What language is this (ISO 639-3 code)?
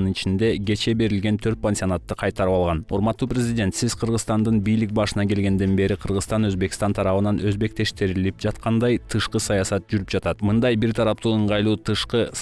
kir